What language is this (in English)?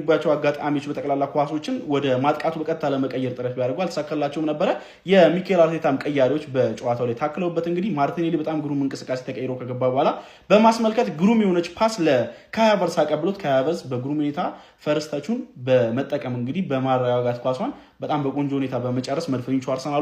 Amharic